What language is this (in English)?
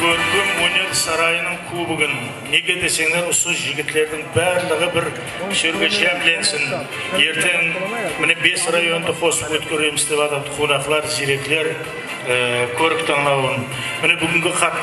Kara-Kalpak